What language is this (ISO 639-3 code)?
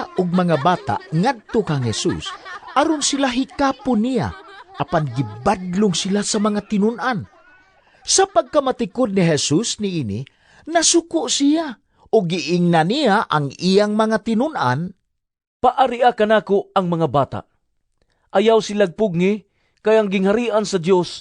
ceb